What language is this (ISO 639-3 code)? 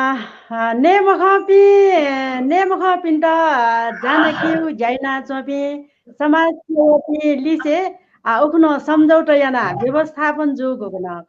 new